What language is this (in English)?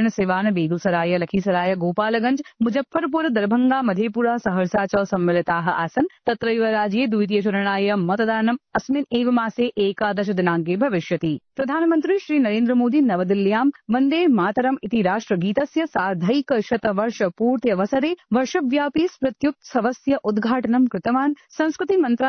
Sanskrit